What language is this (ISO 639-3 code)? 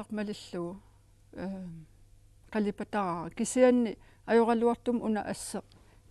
kal